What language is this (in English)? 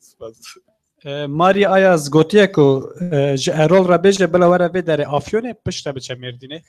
Kurdish